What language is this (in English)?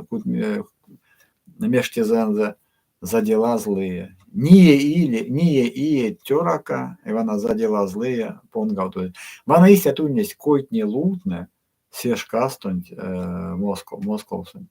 Erzya